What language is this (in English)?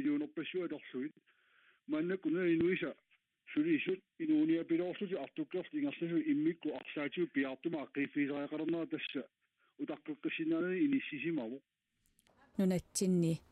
Kalaallisut